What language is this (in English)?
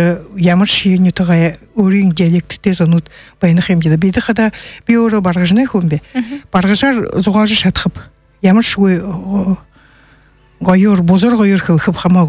Buriat